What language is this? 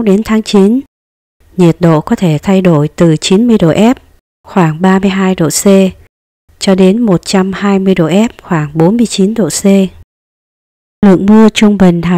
Vietnamese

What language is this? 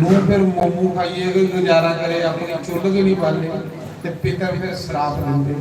Dogri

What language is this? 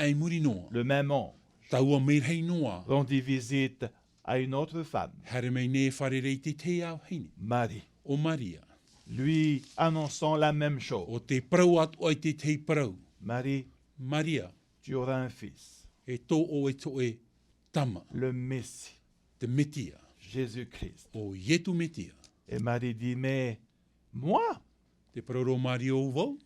Tahitian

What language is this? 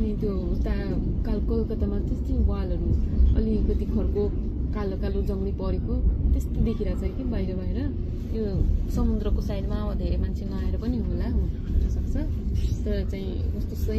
Nepali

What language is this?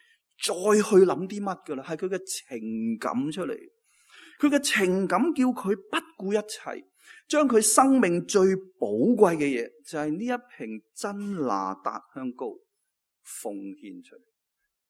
Cantonese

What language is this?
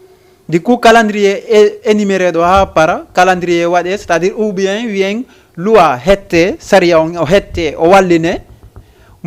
Fula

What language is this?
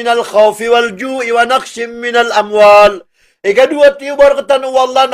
Maranao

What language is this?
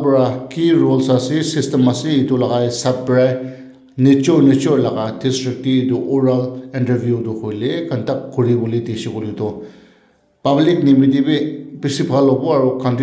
Naga Pidgin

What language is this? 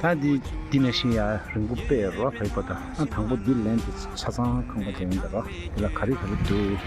Tibetan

